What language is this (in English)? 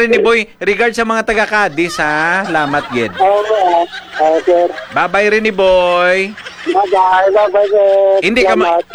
Hiligaynon